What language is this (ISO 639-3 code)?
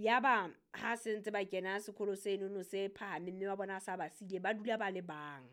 sot